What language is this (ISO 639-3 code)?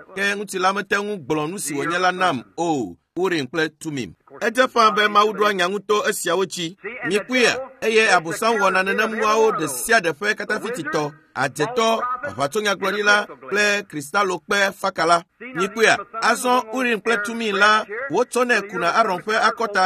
ewe